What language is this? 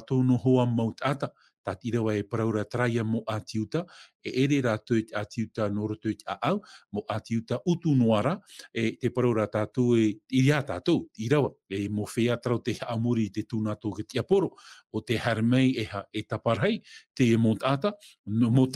Tahitian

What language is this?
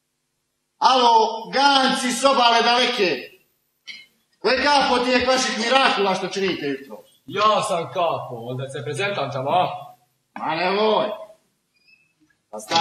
Croatian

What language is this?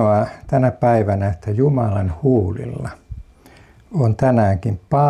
Finnish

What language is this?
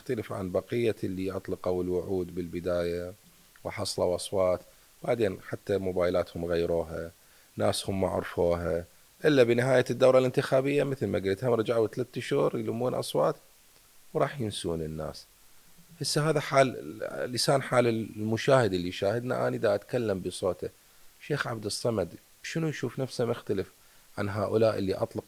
Mesopotamian Arabic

